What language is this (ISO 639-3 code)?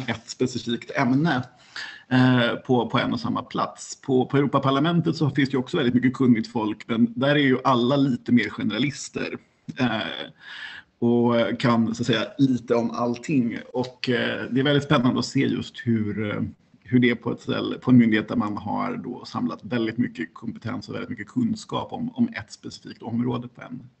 swe